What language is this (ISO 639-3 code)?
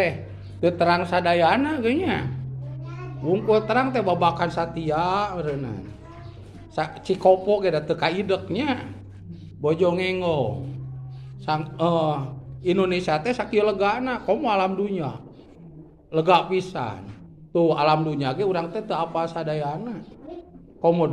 sun